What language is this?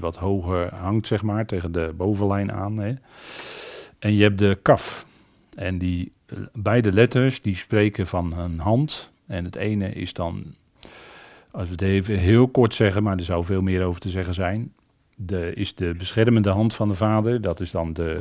Dutch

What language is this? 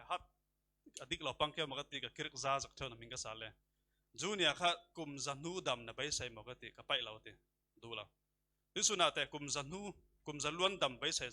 Falam Chin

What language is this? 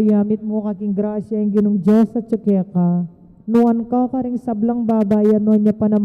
Pampanga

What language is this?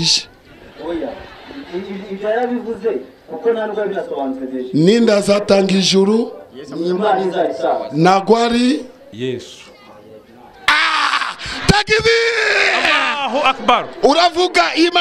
Kinyarwanda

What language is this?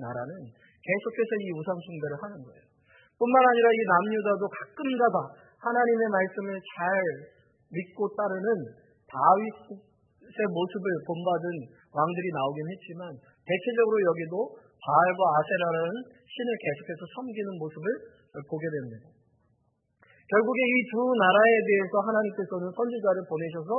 Korean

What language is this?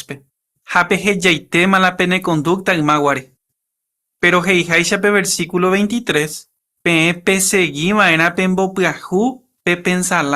Guarani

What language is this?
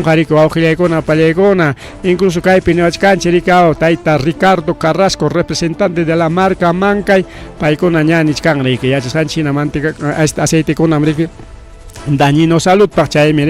Ayacucho Quechua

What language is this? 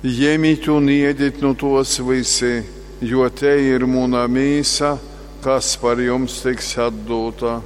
Latgalian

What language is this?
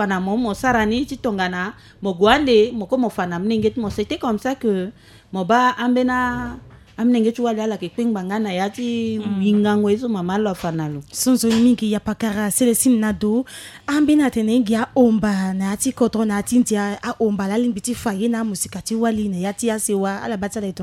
Sango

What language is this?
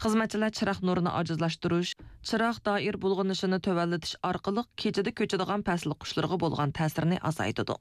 Uyghur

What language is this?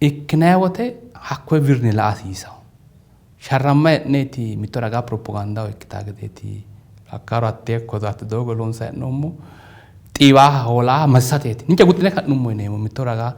Sidamo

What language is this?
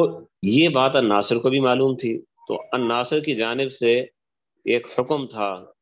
Urdu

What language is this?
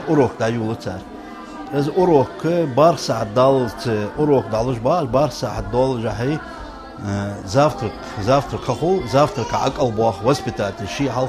Ingush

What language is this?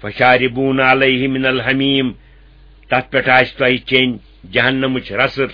Kashmiri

